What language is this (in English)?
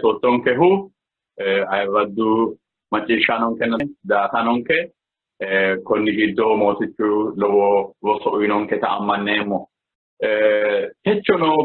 Sidamo